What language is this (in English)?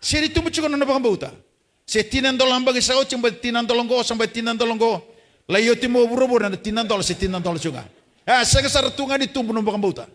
Fijian